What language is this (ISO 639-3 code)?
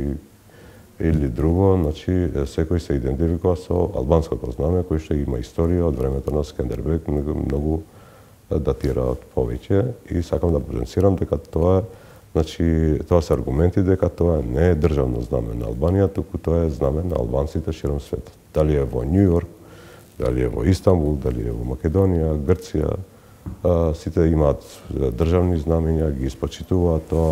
mkd